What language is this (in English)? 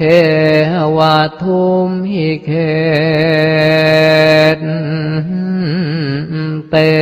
Pali